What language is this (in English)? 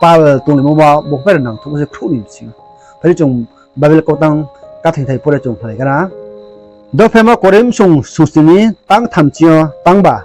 Riang (India)